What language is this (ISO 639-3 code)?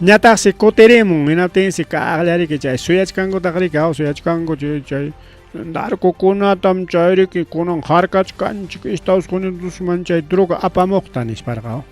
quy